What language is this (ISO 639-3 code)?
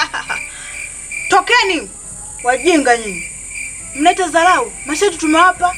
swa